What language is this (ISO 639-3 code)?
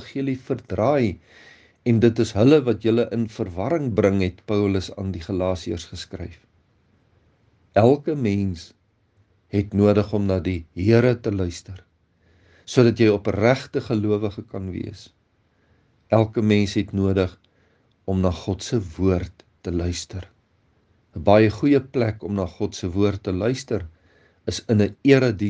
afr